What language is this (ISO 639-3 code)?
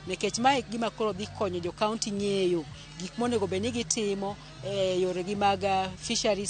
luo